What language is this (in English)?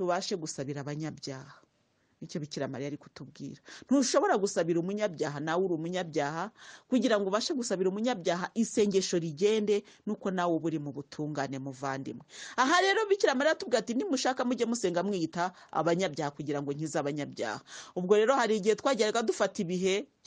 Kinyarwanda